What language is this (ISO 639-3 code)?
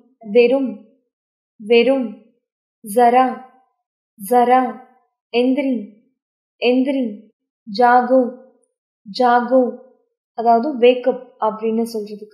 tam